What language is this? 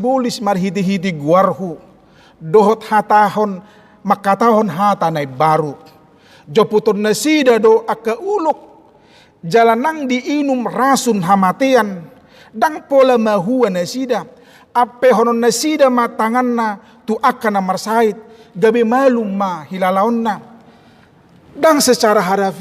Batak Toba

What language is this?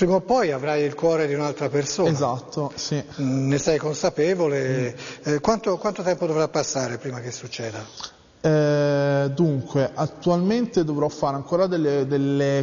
Italian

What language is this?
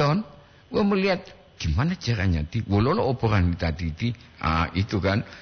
Gorontalo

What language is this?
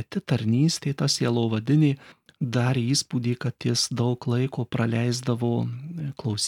Lithuanian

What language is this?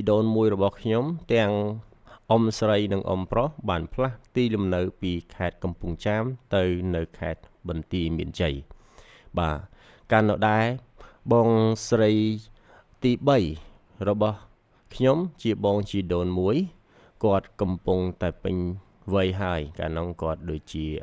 Khmer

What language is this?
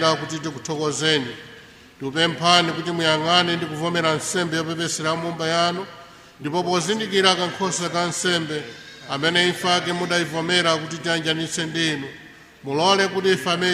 Nyanja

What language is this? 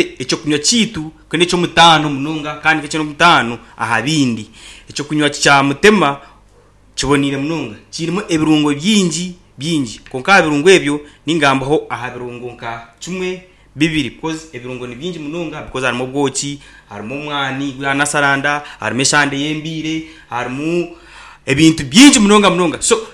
Nyankole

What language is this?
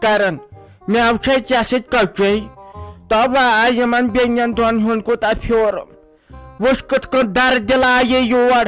Kashmiri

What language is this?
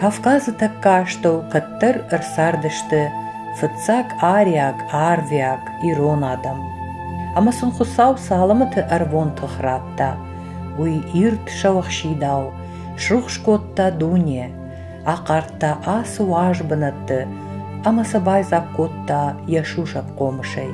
Ossetic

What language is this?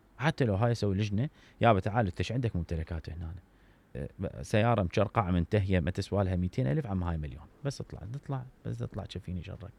Mesopotamian Arabic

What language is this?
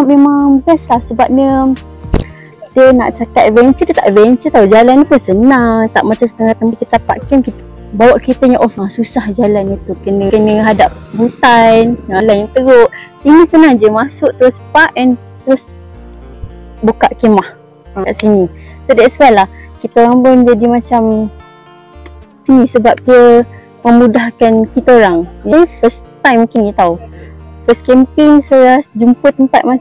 Malay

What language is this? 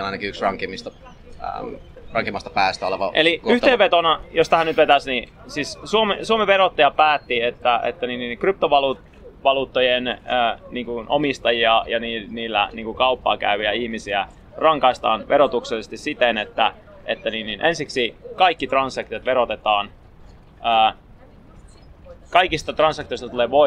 Finnish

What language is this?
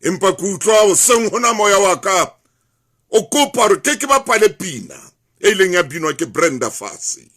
Southern Sotho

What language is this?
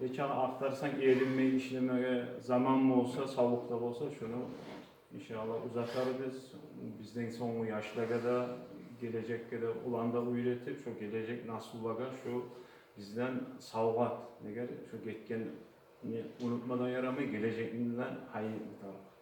Kumyk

